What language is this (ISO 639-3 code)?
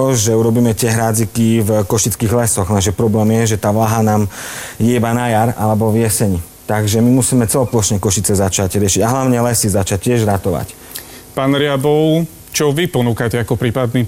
slk